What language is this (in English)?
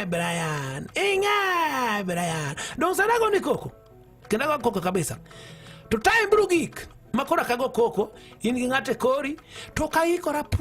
Luo (Kenya and Tanzania)